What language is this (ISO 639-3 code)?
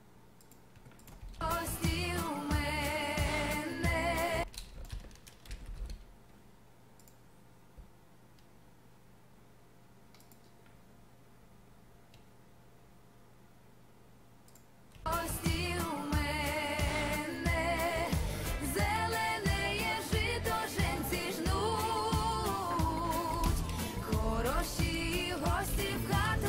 ukr